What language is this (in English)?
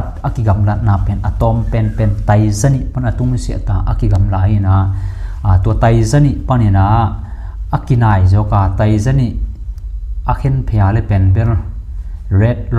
Tedim Chin